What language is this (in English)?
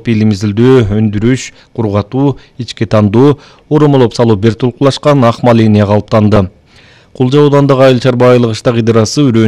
Kyrgyz